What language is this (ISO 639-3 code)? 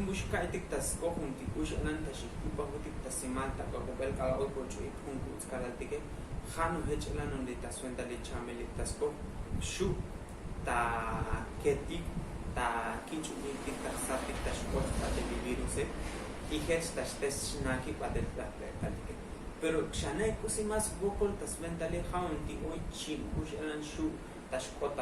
tzo